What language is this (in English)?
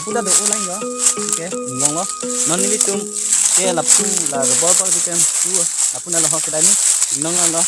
Karbi